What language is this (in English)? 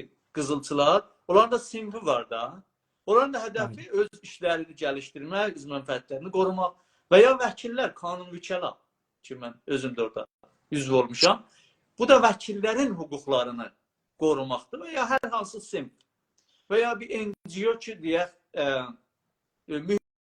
South Azerbaijani